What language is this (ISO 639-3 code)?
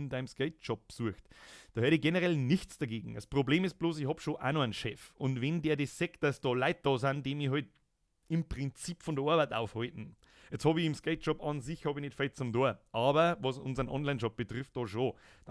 bar